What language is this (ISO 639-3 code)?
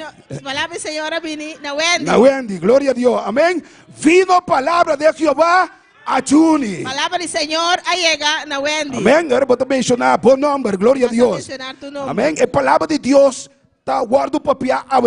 pap